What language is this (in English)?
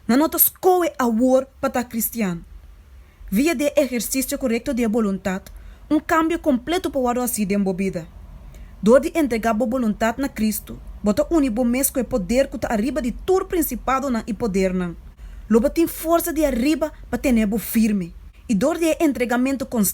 Papiamento